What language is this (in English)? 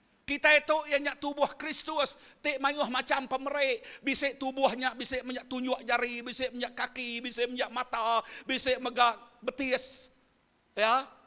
Iban